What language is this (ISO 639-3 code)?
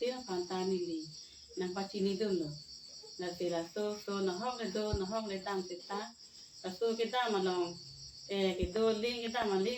mjw